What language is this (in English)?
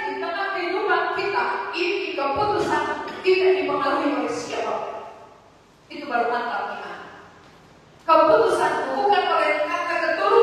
Indonesian